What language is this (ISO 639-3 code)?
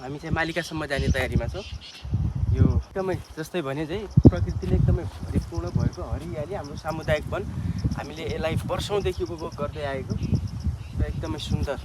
nep